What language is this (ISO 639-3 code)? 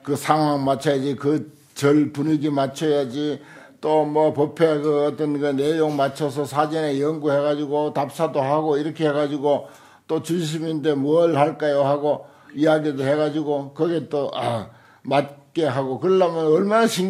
kor